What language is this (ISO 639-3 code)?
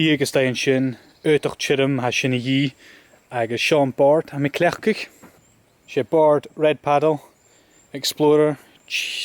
gla